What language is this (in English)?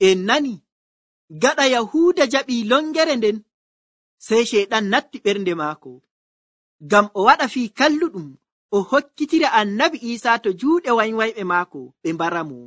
Nigerian Fulfulde